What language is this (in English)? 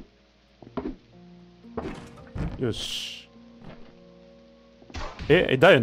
Japanese